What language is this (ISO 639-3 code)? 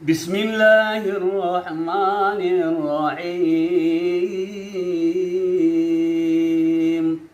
min